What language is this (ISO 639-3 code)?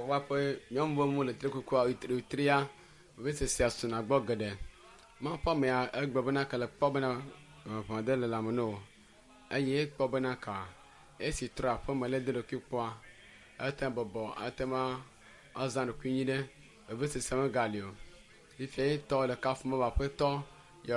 ewe